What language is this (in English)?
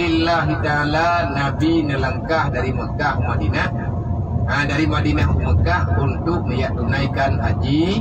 Achinese